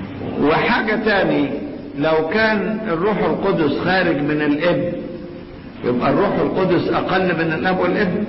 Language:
Egyptian Arabic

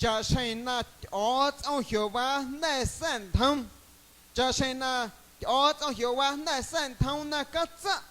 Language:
Guerrero Amuzgo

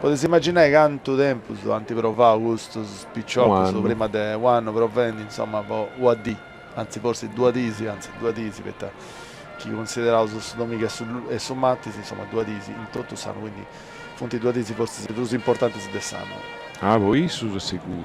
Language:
Sardinian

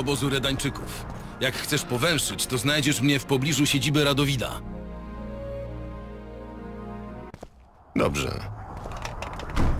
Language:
Polish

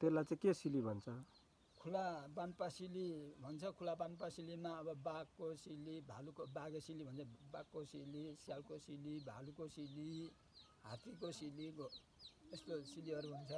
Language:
Nepali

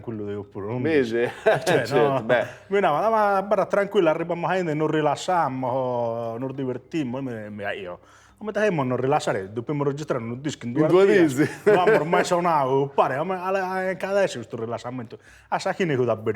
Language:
Sardinian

